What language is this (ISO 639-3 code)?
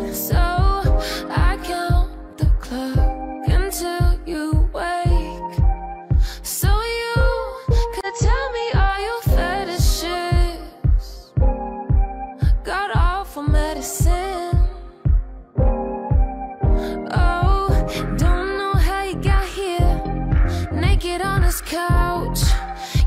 eng